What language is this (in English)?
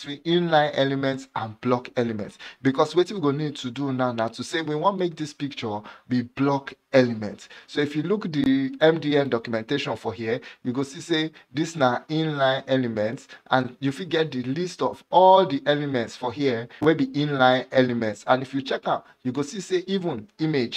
Nigerian Pidgin